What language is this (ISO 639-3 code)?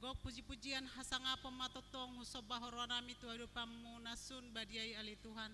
bbc